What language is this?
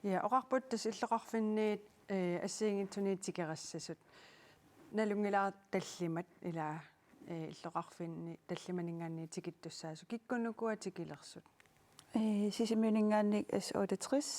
Kalaallisut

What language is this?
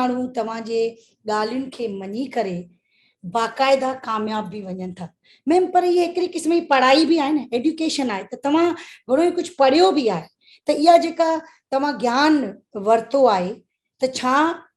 Sindhi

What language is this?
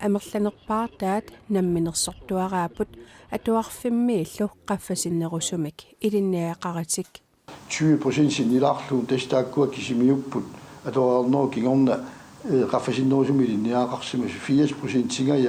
Kalaallisut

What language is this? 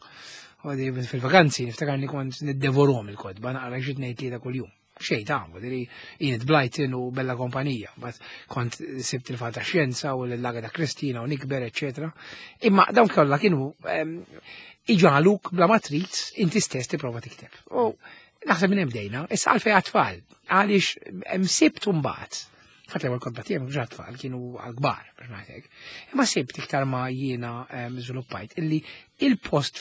Maltese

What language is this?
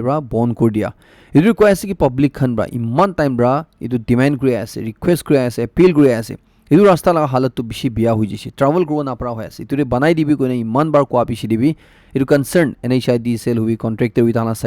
Naga Pidgin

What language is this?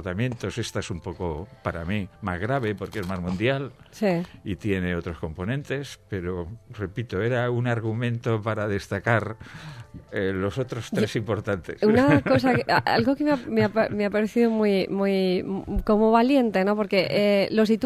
Spanish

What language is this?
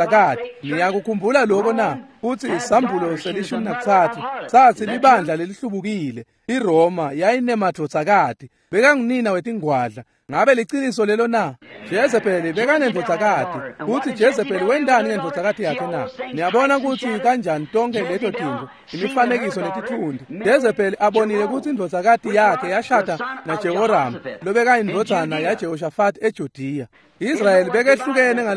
Swati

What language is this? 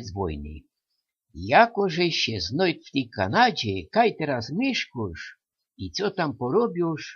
Silesian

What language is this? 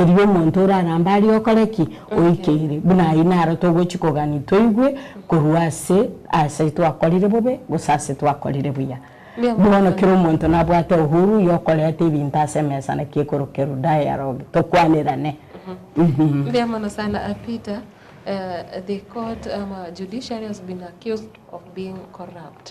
Gusii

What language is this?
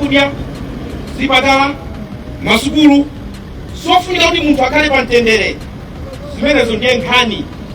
Nyanja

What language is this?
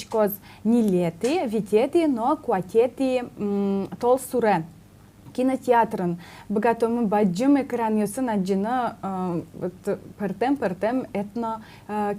Udmurt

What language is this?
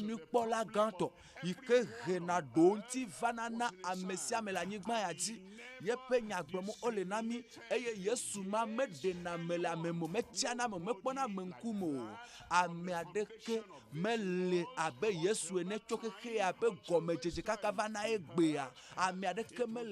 Ewe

